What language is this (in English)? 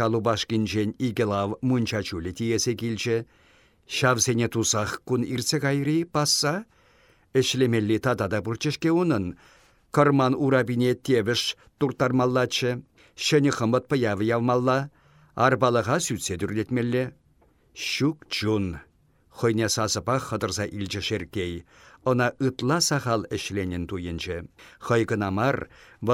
Chuvash